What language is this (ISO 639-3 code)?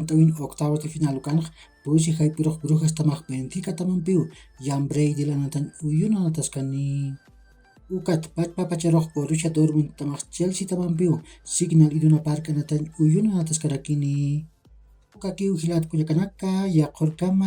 aym